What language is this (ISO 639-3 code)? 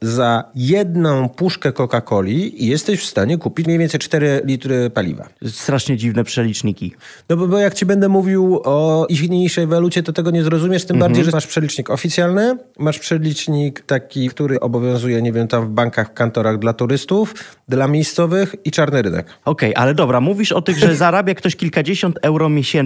pol